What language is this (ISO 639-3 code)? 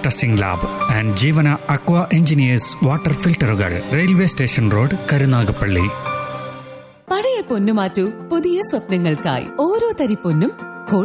mal